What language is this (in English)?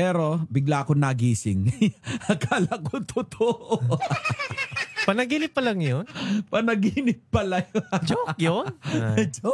Filipino